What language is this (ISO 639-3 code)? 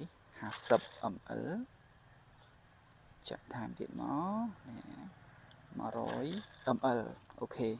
khm